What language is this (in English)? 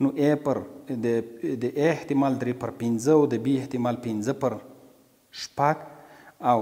Pashto